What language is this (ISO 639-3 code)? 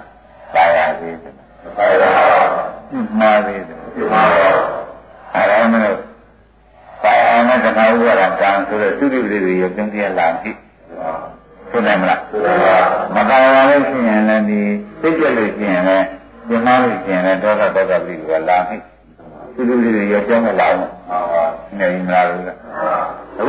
mya